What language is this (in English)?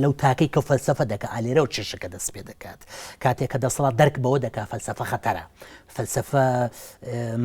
Central Kurdish